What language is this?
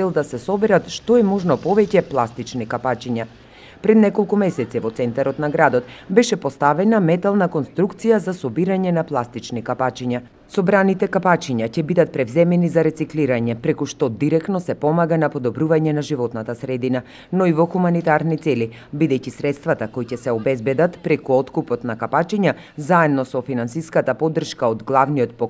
Macedonian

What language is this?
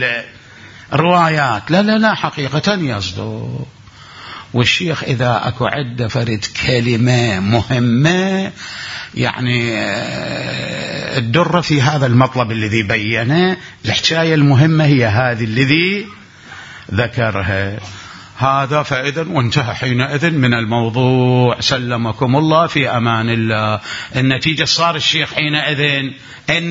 Mesopotamian Arabic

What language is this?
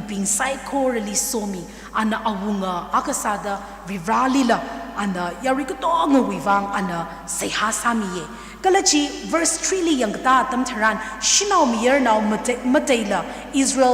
Tangkhul Naga (India)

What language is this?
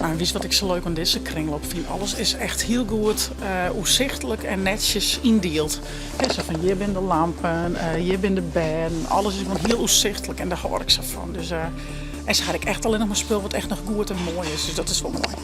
Western Frisian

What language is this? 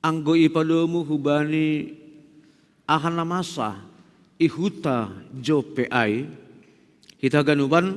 Batak Simalungun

